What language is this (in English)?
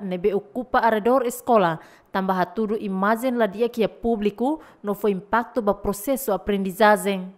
Tetum